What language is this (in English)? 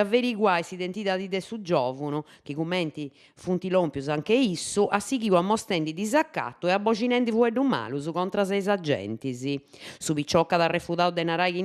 Sardinian